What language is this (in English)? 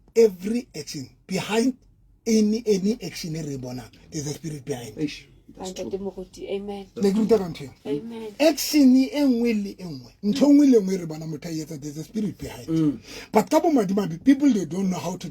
Southern Sotho